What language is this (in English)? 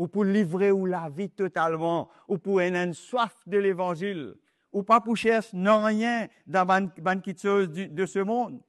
Morisyen